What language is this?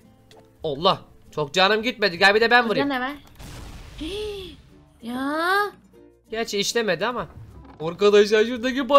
Turkish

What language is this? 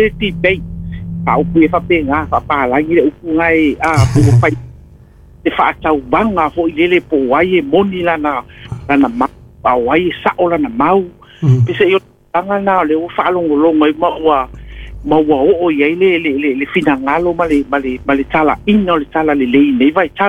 Samoan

